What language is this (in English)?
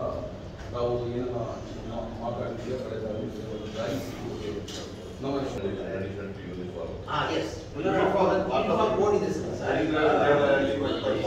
Kannada